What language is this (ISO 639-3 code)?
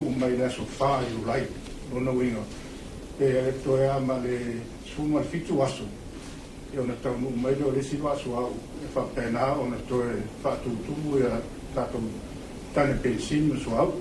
smo